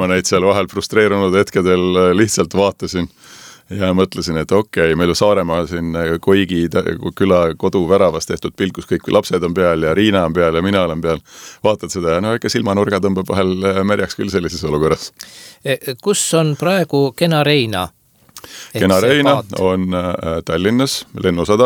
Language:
Estonian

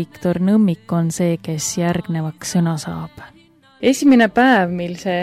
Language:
Estonian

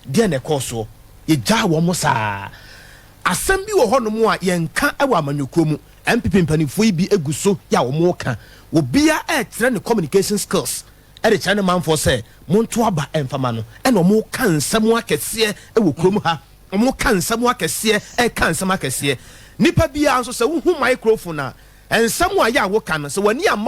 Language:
Akan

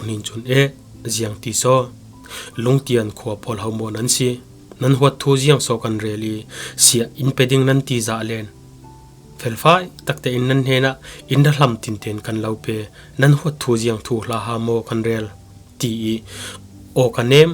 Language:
Falam Chin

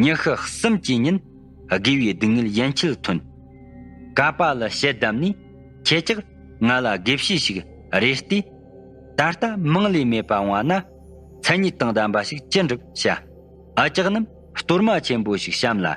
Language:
Tibetan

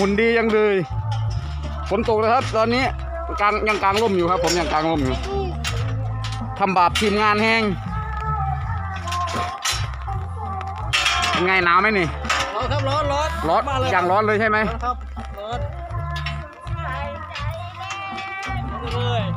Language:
Thai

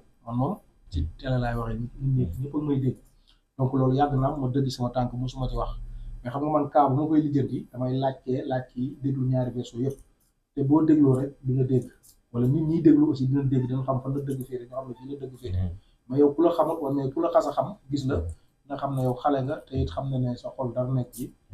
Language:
Wolof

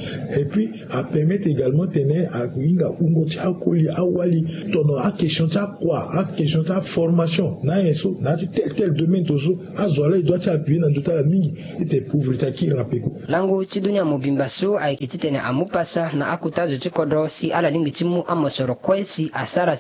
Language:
Sango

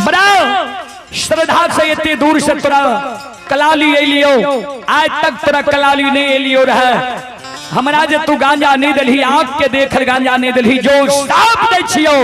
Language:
Maithili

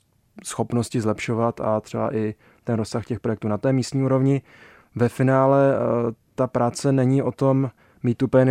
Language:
Czech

